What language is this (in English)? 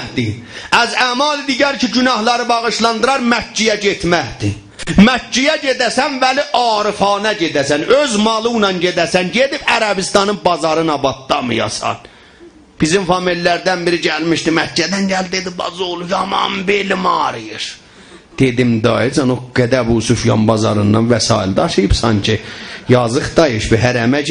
South Azerbaijani